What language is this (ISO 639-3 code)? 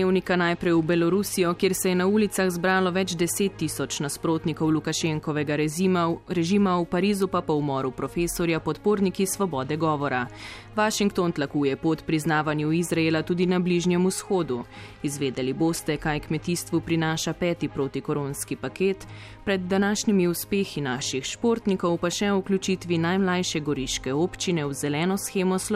slv